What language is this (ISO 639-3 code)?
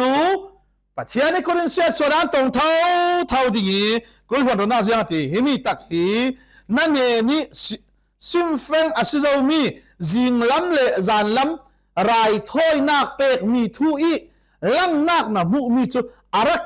cfm